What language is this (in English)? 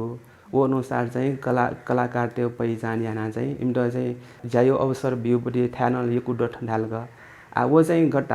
Newari